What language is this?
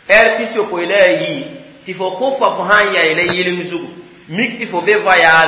Mossi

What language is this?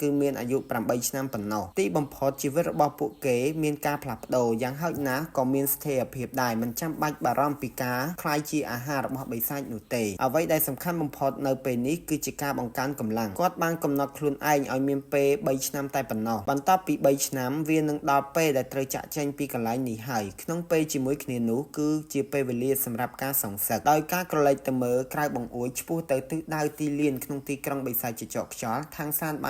Khmer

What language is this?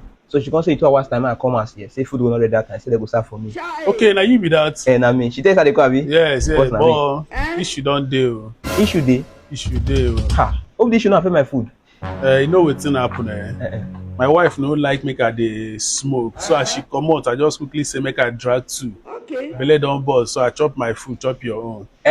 Nigerian Pidgin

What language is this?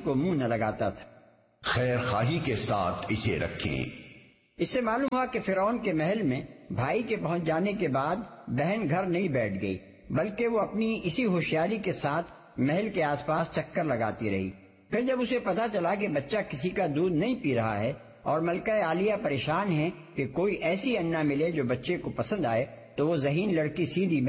Urdu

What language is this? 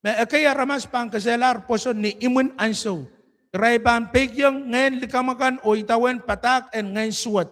Pohnpeian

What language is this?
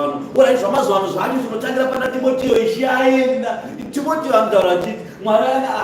Shona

